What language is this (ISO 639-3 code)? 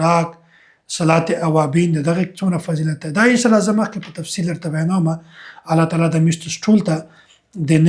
pus